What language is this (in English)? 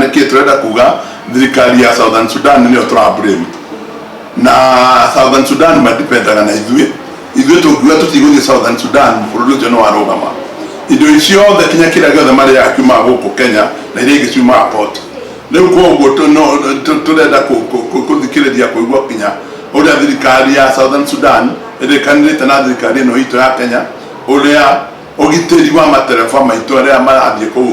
Kikuyu